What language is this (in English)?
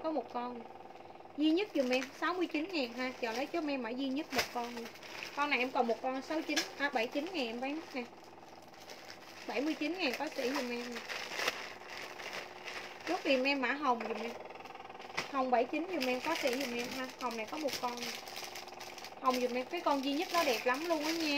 Vietnamese